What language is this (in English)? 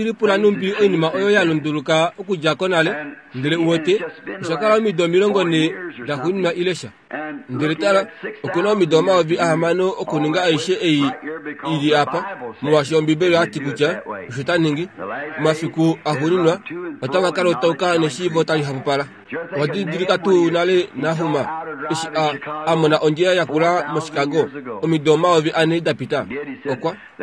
Kuanyama